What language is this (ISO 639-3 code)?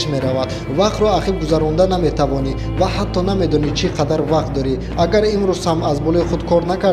tgk